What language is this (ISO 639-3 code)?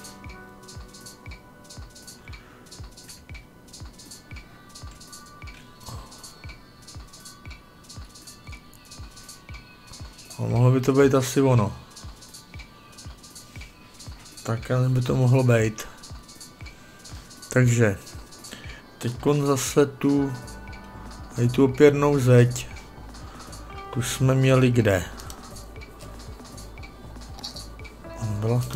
ces